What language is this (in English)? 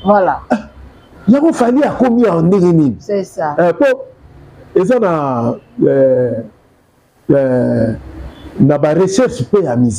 Lingala